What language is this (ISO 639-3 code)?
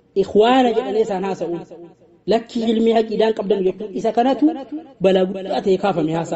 orm